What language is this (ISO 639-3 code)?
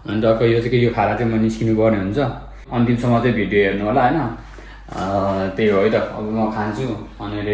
nep